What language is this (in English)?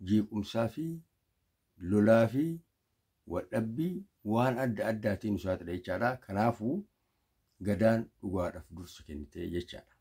Oromo